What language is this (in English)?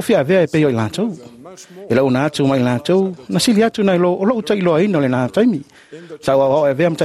Samoan